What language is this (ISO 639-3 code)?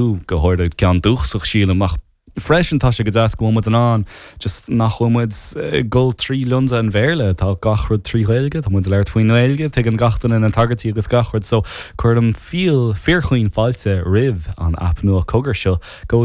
gle